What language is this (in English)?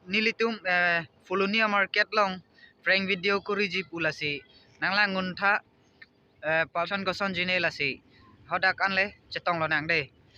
Karbi